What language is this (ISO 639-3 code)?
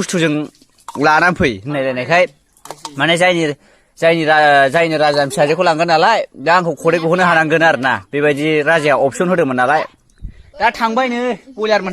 brx